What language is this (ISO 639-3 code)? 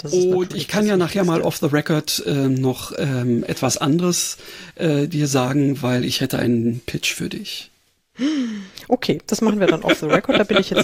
deu